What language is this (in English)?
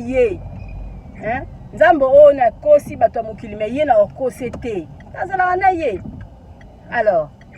Lingala